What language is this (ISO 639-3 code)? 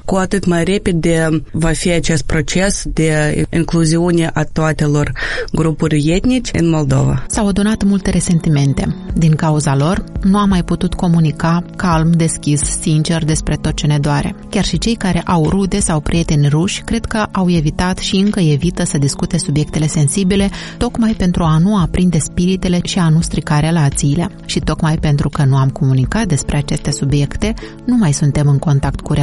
ron